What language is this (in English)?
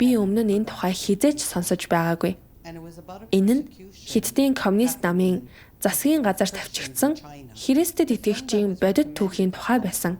Mongolian